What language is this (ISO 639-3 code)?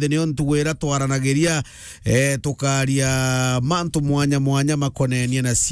mer